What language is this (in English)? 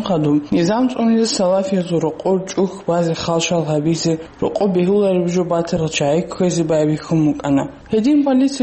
Avaric